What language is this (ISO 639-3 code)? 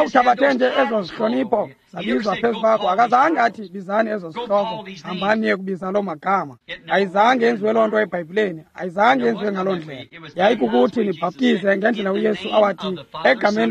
xho